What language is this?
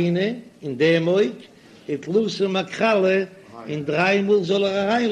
Yiddish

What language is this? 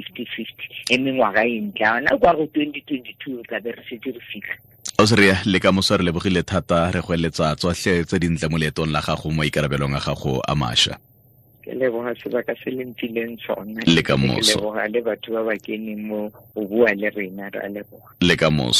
Tswana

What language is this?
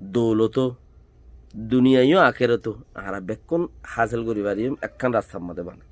Rohingya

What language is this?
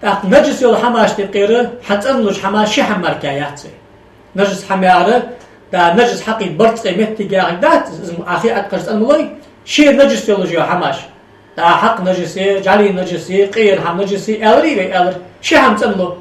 Ingush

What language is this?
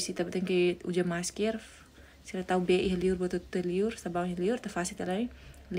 Tetum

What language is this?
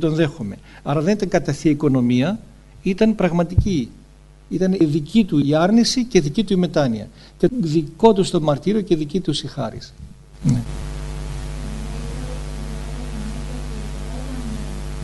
Greek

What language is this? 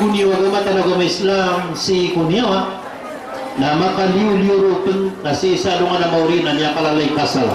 Maranao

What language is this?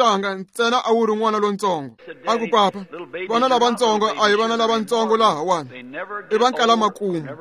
Tsonga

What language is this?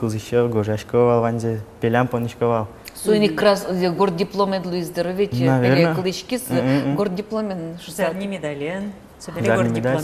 Udmurt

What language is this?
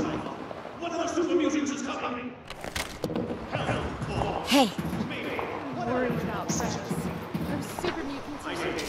English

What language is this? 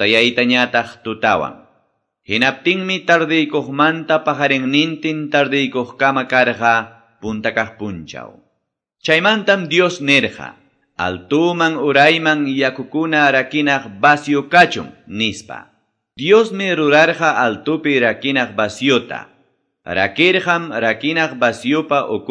Quechua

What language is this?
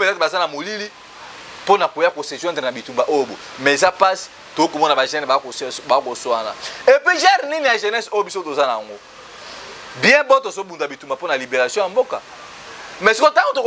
Lingala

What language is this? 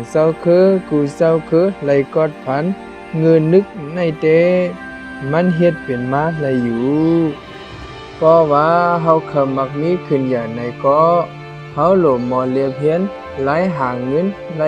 Shan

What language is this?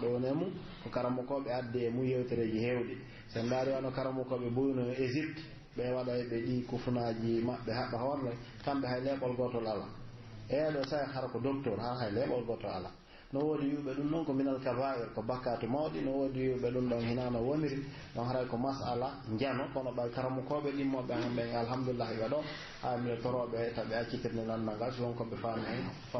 Pular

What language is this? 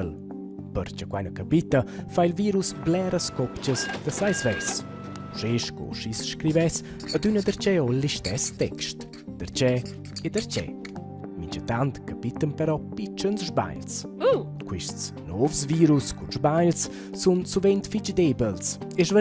Romansh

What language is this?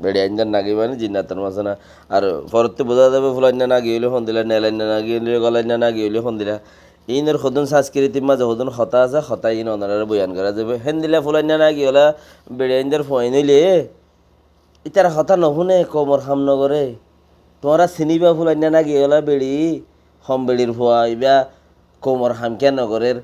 Rohingya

